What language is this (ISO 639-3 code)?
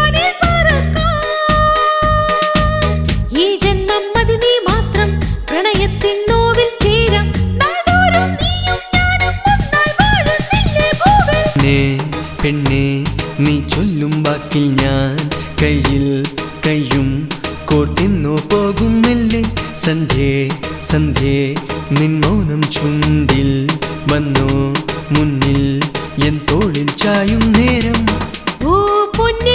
mal